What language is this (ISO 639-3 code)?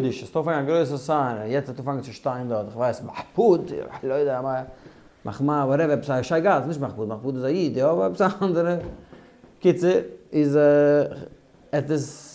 yid